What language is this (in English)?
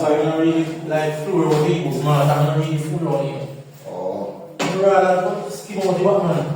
Jamaican Creole English